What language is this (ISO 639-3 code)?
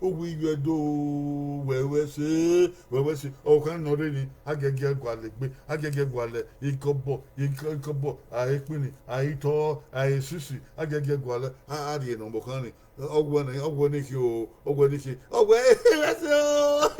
bin